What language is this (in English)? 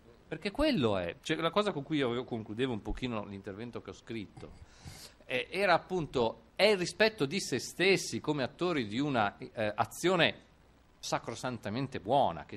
Italian